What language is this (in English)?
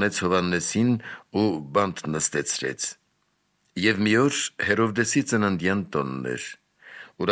Armenian